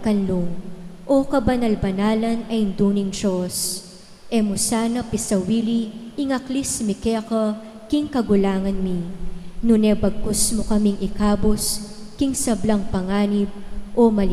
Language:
Pampanga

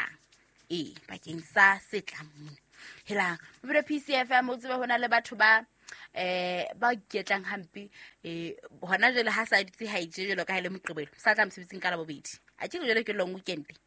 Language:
Southern Sotho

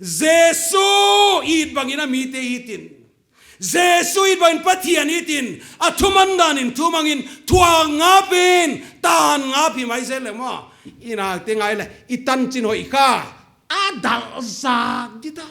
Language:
Paite Chin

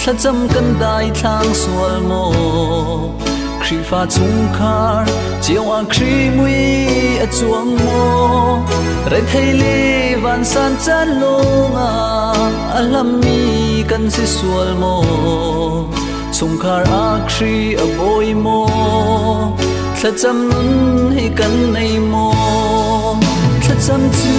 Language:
Hakha Chin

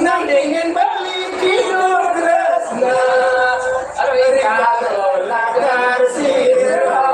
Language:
Balinese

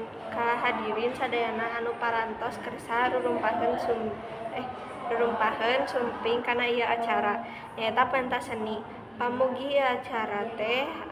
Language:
Sundanese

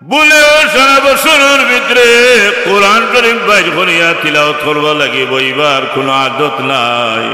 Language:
Sylheti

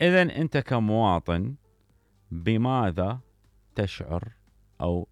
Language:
Mesopotamian Arabic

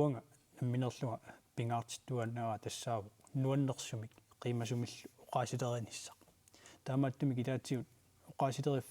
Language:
Kalaallisut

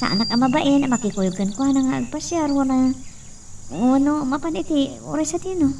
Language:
Iloko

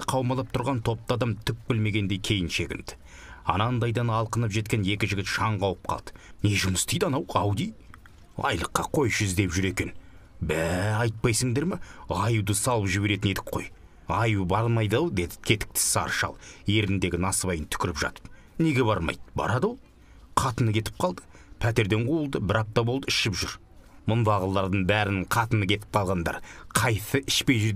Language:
Kazakh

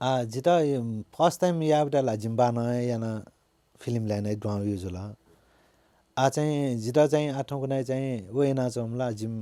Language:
Newari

